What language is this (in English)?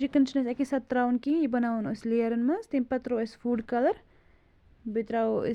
Kashmiri